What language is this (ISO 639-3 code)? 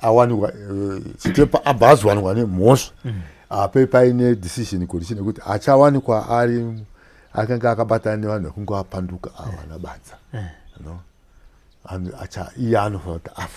sna